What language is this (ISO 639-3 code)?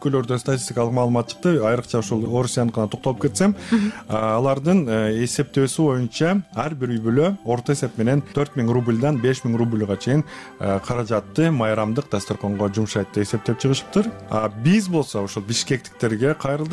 kir